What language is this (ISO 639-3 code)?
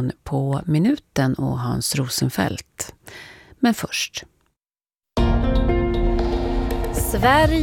swe